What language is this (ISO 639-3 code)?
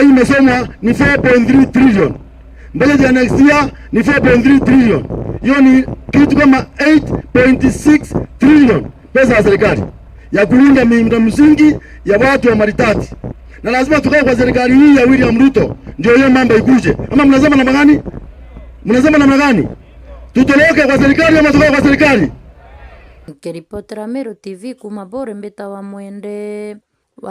mer